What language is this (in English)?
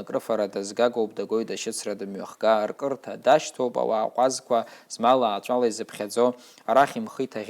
Abkhazian